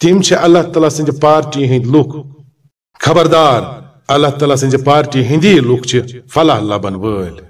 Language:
Kashmiri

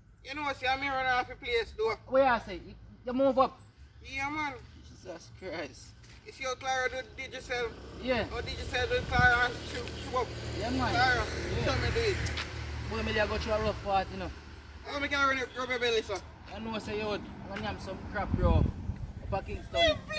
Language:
Jamaican Creole English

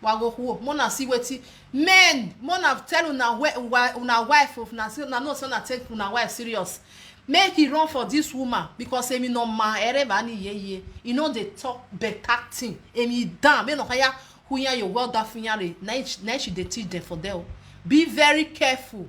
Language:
Nigerian Pidgin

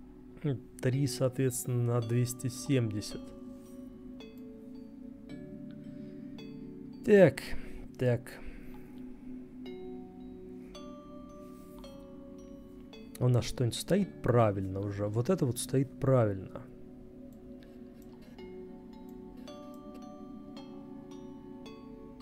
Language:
Russian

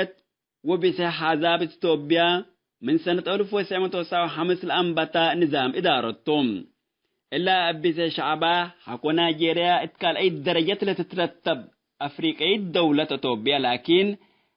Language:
Tigre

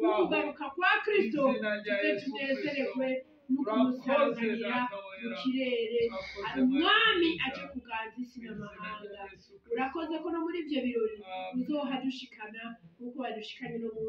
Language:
Rundi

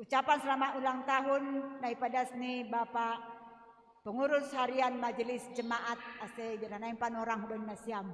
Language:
Batak Simalungun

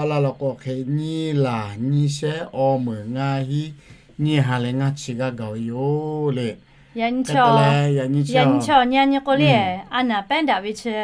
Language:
Lahu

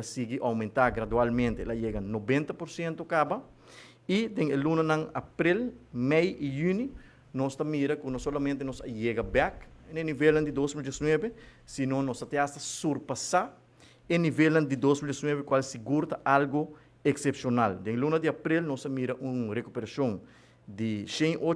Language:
Papiamento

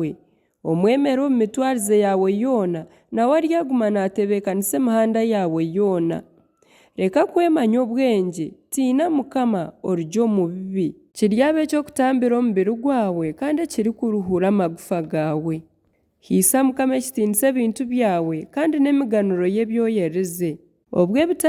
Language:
Nyankole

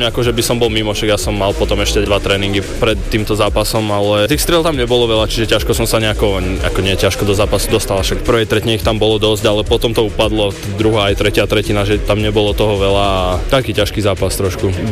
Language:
Slovak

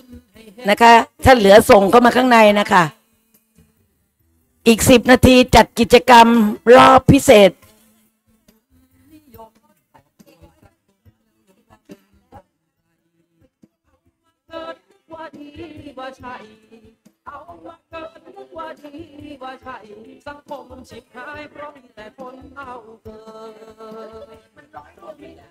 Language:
Thai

